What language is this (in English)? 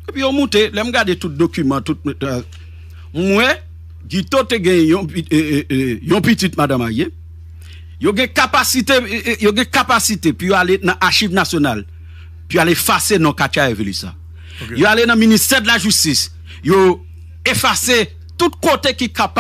Haitian Creole